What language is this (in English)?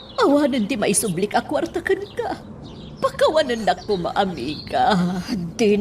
Iloko